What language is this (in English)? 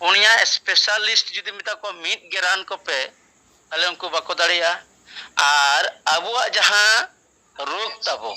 Santali